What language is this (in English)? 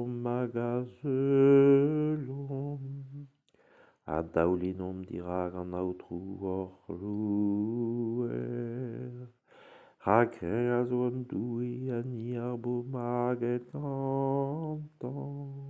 Breton